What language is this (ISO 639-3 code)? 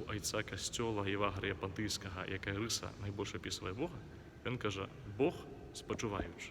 bel